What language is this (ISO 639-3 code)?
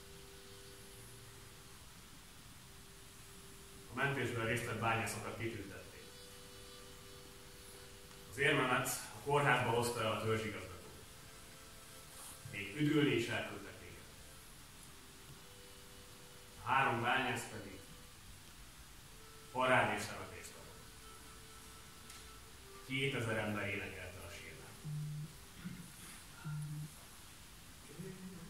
hun